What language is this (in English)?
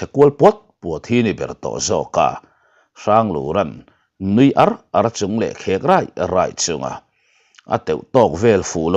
Mizo